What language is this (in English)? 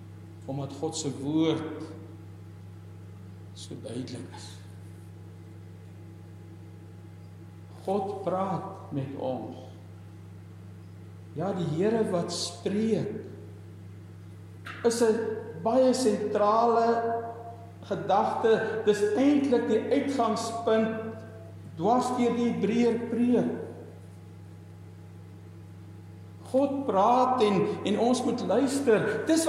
Afrikaans